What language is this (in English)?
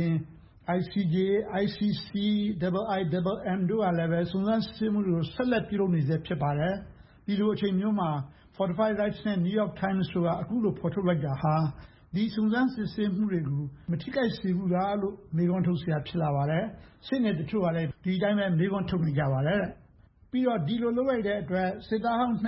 Burmese